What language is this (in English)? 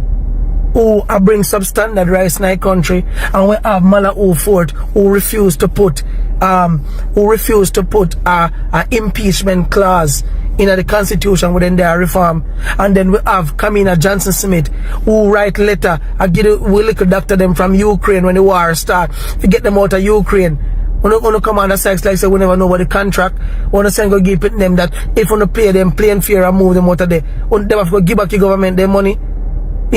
Jamaican Creole English